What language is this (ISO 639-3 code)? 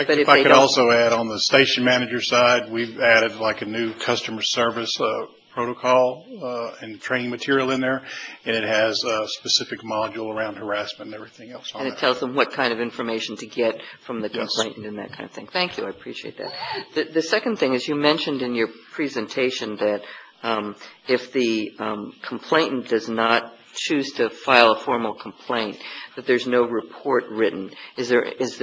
eng